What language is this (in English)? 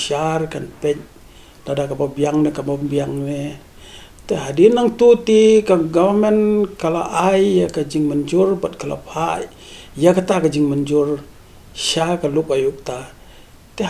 Khasi